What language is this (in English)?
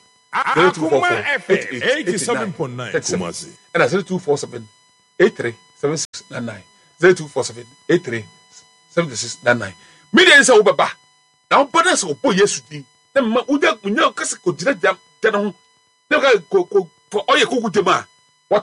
Akan